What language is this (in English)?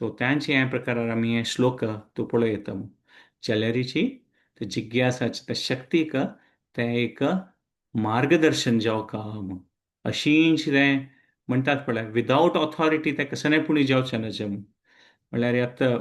Konkani